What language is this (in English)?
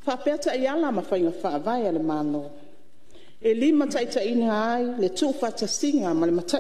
Samoan